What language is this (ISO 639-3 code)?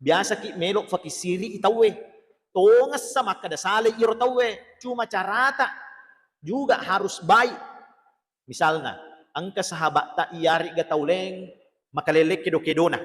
bug